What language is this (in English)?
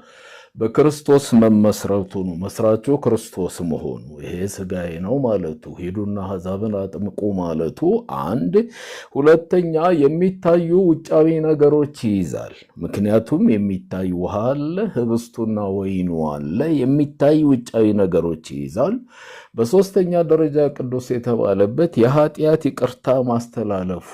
Amharic